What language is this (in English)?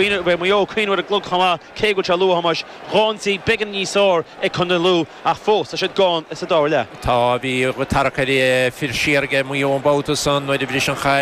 Irish